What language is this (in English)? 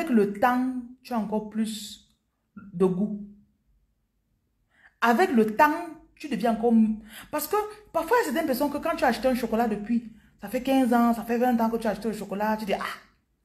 French